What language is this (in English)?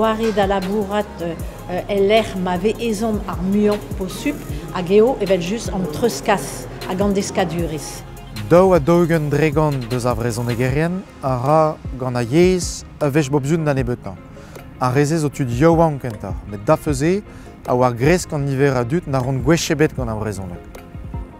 Breton